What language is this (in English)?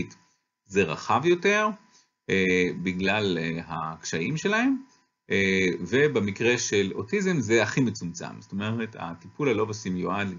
Hebrew